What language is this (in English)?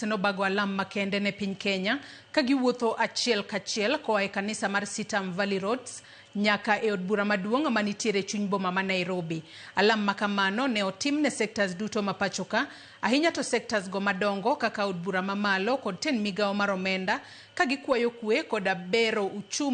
Luo (Kenya and Tanzania)